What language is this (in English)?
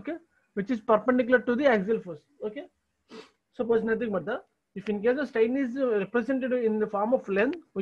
English